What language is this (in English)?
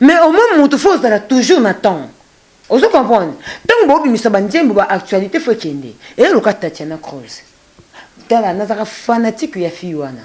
Lingala